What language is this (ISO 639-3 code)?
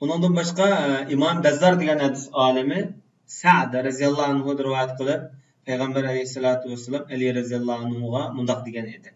uig